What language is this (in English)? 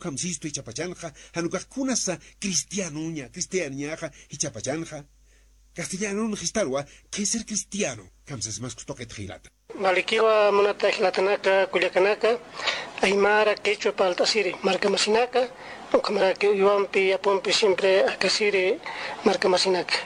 Aymara